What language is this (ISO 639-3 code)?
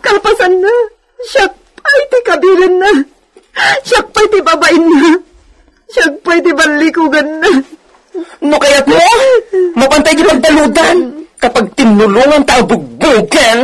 ilo